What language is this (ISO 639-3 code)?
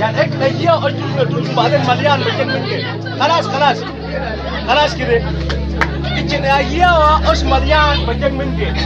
mfz